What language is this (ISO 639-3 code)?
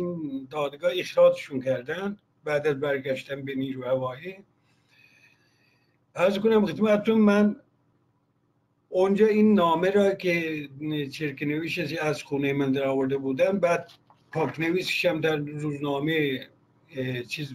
fas